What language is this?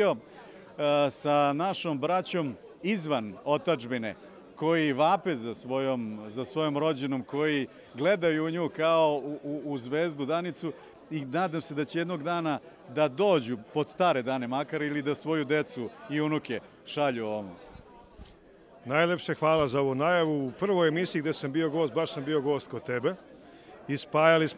Serbian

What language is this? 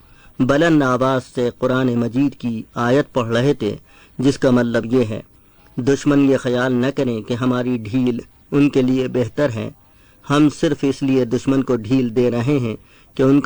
Urdu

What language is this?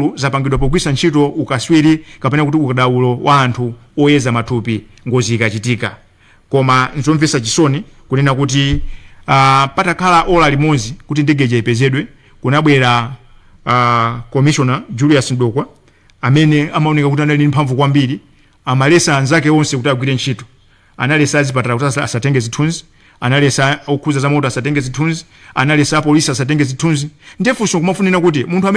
Nyanja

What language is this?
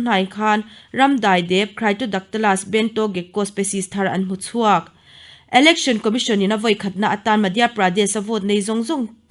Mizo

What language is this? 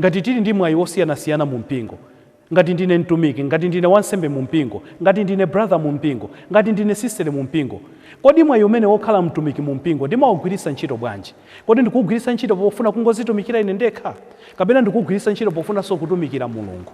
Nyanja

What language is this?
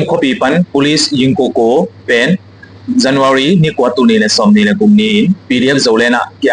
Tedim Chin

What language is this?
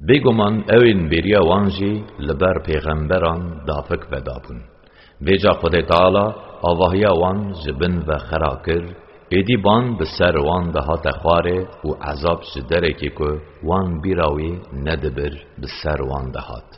Kurdish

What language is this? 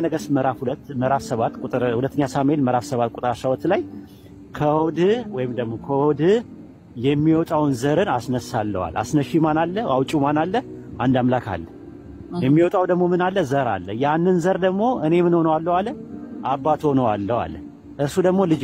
Amharic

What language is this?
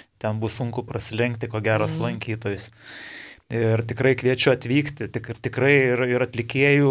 Lithuanian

